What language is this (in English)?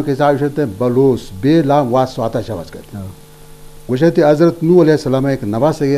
Baluchi